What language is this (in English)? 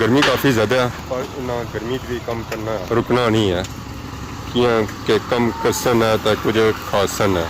Pahari-Potwari